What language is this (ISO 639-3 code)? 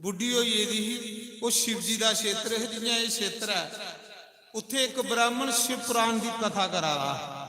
doi